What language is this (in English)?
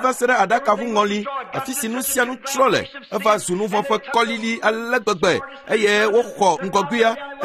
Ewe